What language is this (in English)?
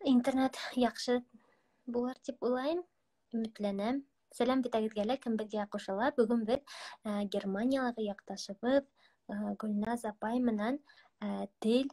Bashkir